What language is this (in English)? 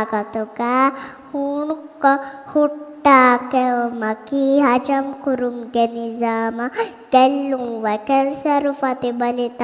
Divehi